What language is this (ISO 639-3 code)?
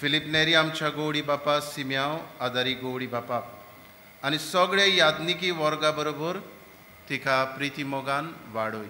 kok